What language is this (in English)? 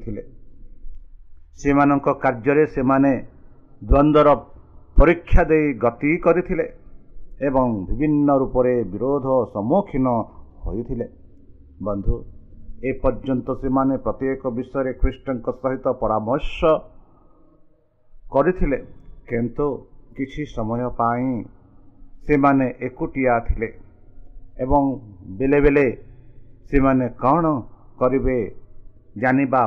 Odia